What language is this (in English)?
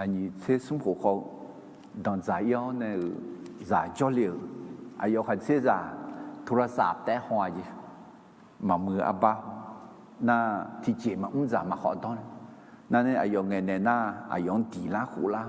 Akha